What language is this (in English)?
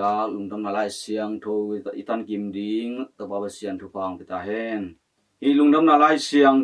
Tedim Chin